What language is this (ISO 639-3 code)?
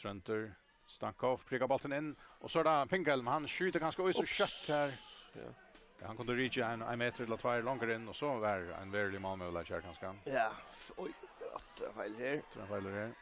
fao